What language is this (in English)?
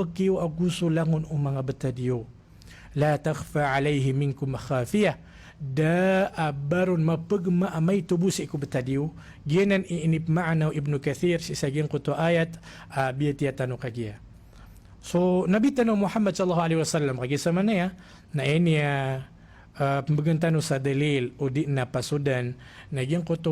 Maranao